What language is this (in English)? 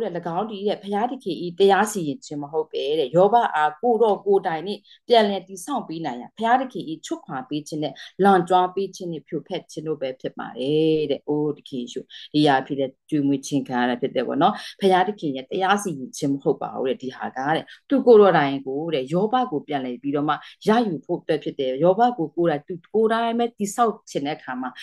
Burmese